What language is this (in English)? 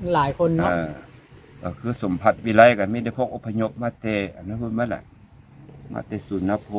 Northeastern Thai